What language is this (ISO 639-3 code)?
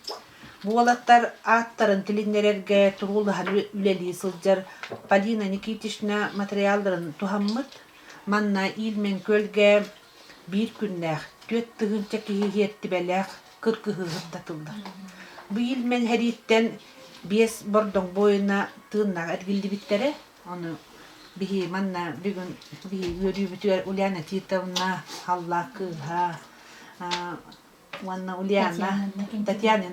sah